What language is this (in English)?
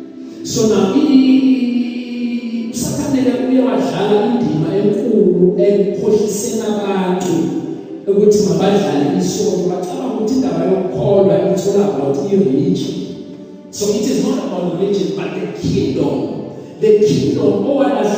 Zulu